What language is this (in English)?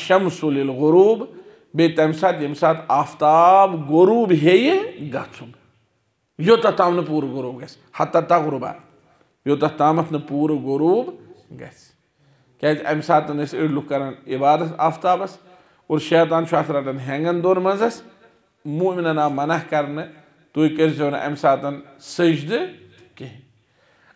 Kashmiri